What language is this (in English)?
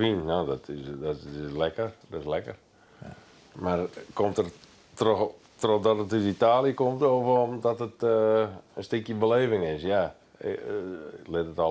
Western Frisian